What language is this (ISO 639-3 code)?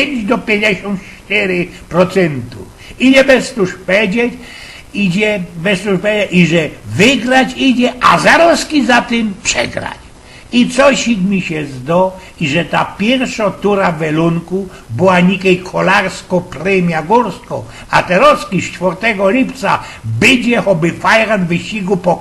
szl